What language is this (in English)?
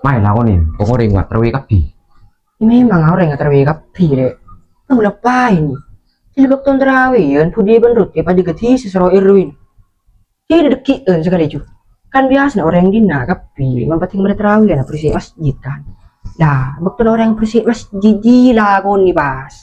Madurese